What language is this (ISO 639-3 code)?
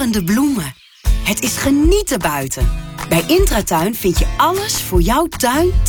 nld